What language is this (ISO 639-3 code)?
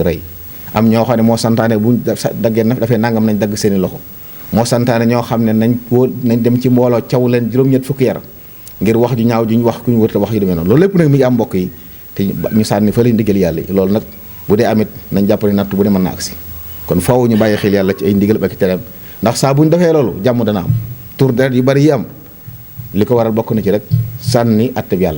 wol